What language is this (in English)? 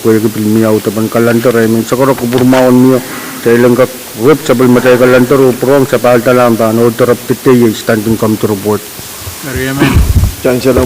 Pohnpeian